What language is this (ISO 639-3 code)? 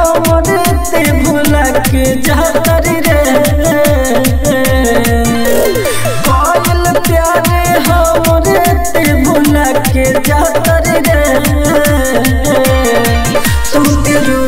bho